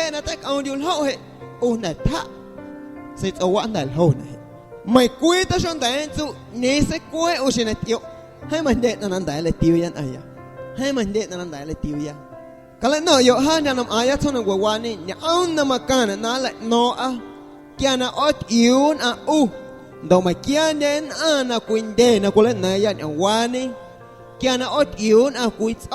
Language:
Guerrero Amuzgo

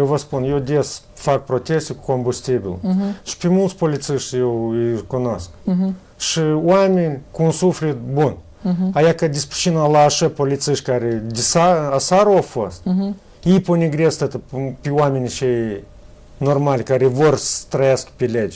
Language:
Romanian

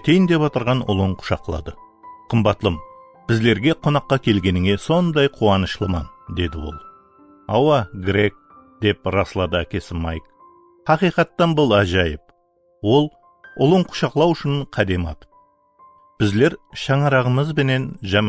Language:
Kara-Kalpak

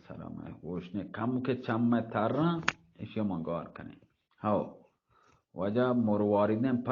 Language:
Baluchi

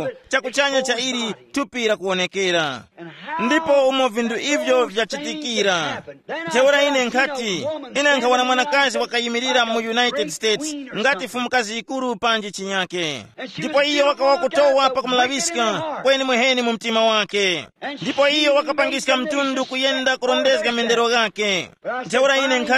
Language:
Tumbuka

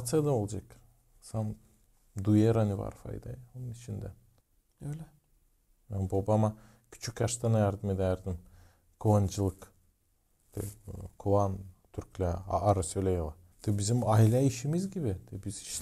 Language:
Gagauz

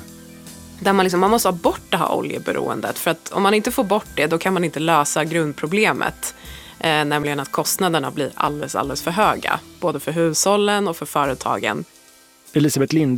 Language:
Swedish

